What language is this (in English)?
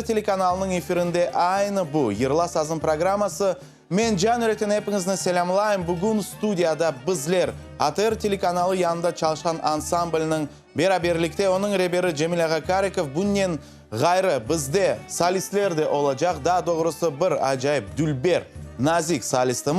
Crimean Tatar